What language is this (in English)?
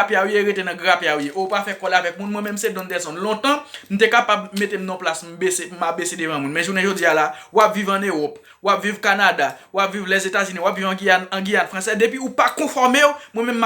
Haitian Creole